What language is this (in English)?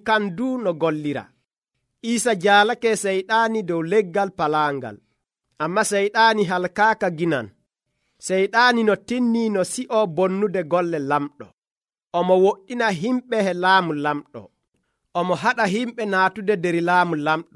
Nigerian Fulfulde